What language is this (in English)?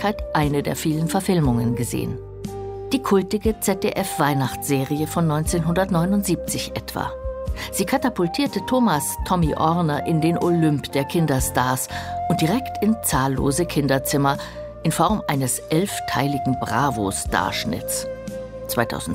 German